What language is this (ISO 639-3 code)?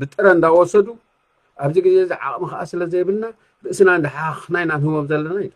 tir